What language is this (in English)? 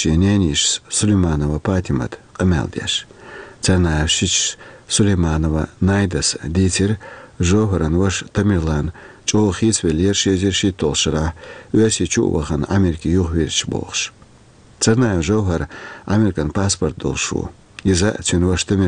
Chechen